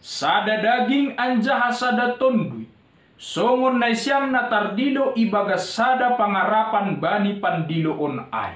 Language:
Batak Simalungun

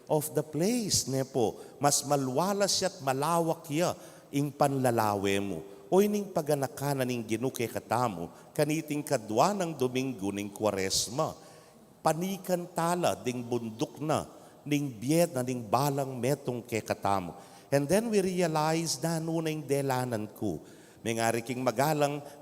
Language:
Pampanga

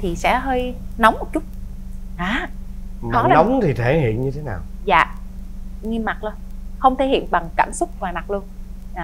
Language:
Vietnamese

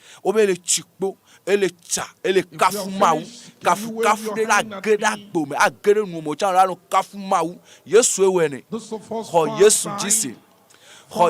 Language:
Ewe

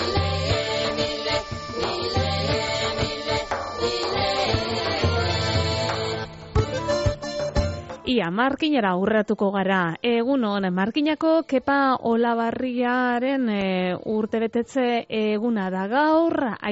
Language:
Basque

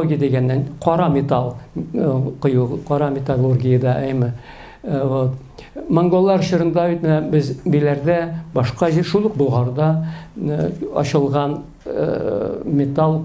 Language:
Tatar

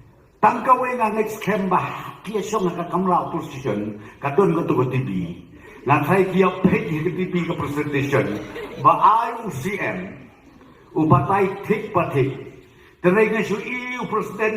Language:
Khasi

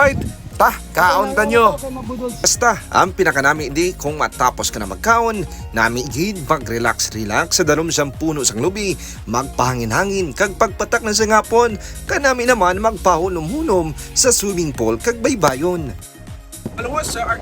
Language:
Hiligaynon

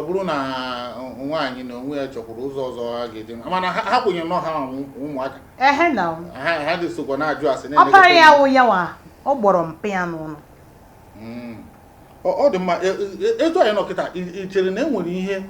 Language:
Igbo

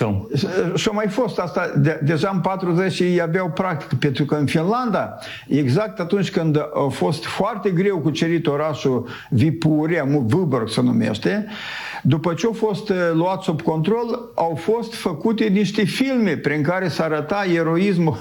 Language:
Romanian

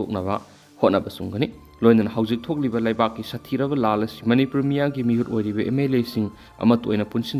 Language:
Manipuri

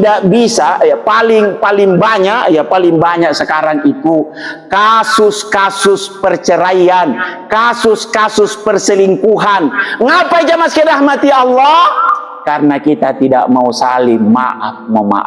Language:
Makasar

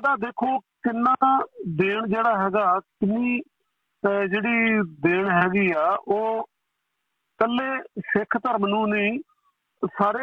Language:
Punjabi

